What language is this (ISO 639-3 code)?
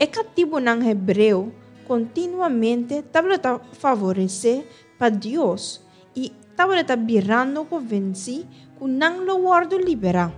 pap